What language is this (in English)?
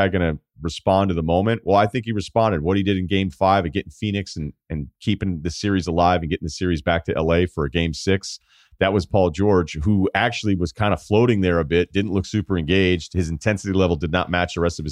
English